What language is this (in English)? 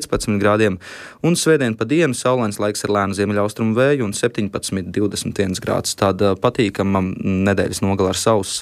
Latvian